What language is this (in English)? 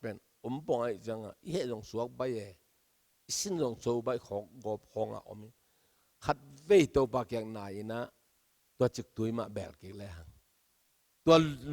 Tedim Chin